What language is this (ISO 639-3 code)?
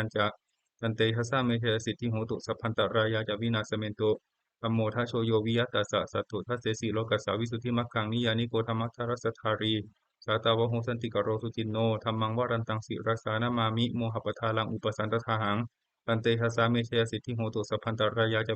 pli